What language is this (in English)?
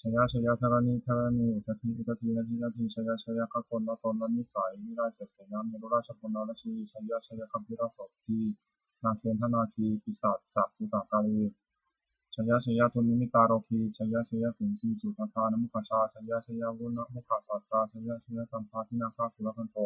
Pali